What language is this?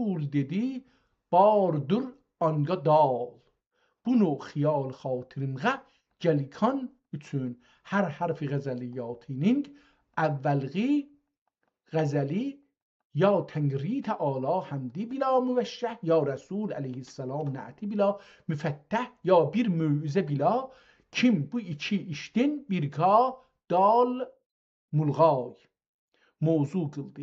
South Azerbaijani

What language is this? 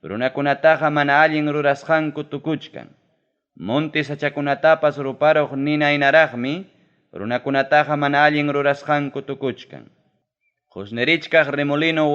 Ayacucho Quechua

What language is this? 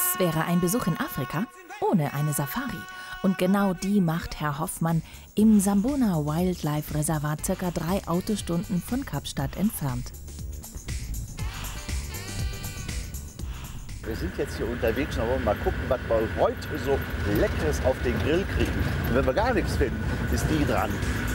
German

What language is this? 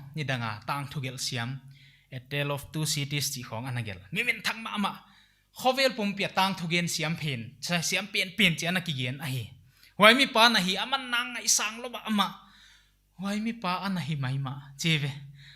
Paite Chin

